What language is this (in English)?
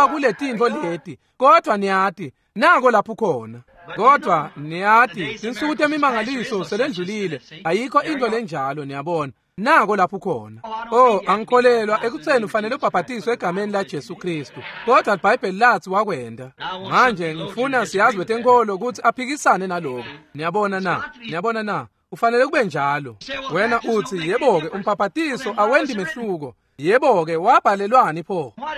Swati